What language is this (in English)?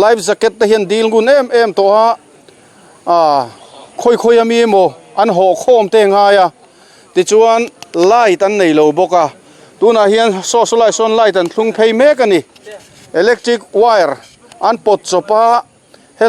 Mizo